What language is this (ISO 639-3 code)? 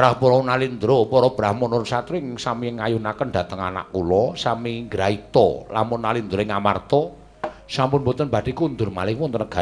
jav